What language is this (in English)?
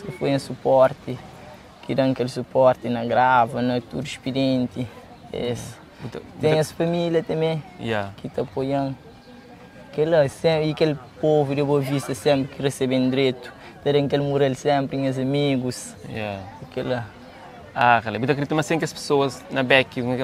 Kabuverdianu